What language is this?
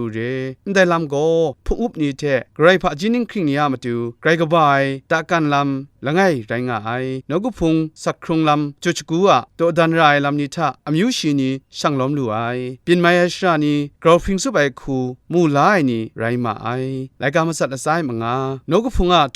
Kachin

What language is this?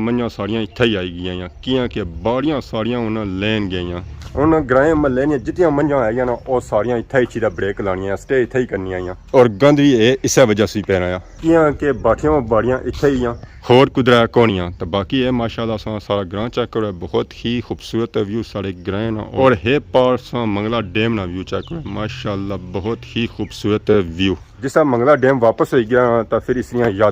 Pahari-Potwari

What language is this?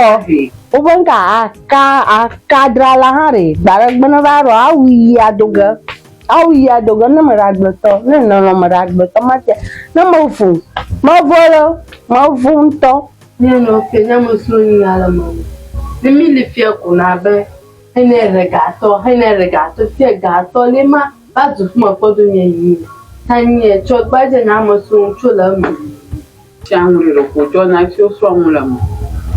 Ewe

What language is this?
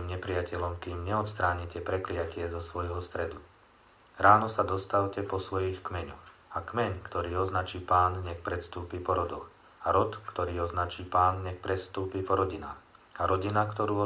Slovak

